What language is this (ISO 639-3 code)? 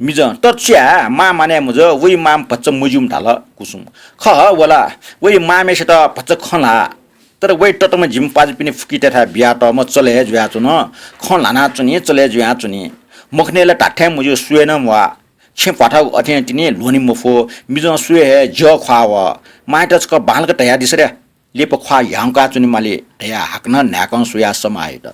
new